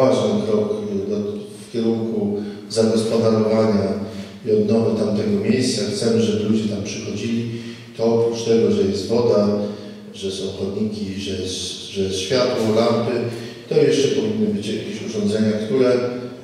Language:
Polish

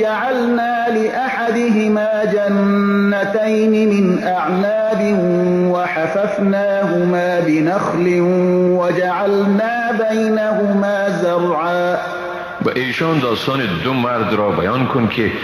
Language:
Persian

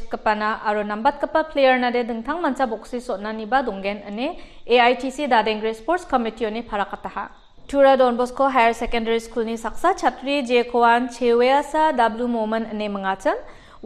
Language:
Garo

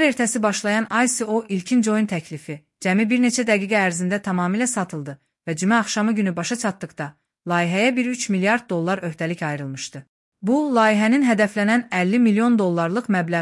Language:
Azerbaijani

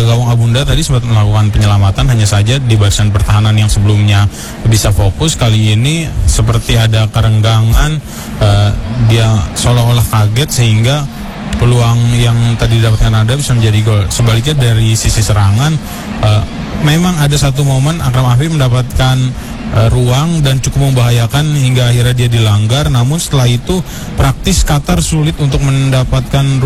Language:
Indonesian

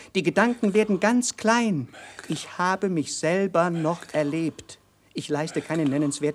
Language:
German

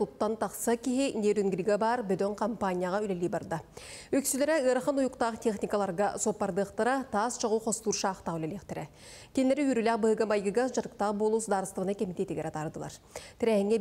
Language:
Yakut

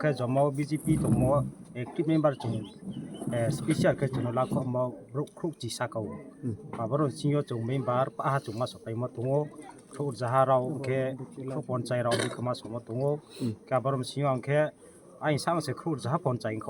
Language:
Kok Borok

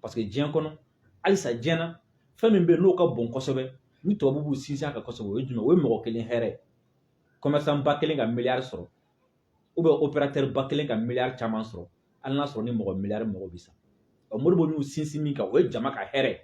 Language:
Bambara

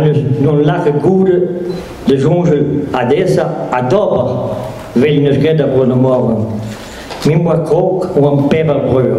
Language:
Breton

